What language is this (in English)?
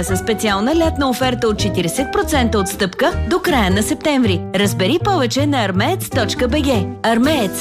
Bulgarian